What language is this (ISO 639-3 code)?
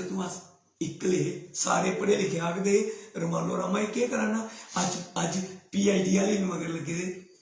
doi